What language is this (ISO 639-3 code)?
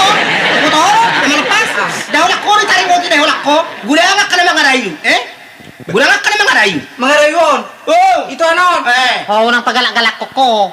bbc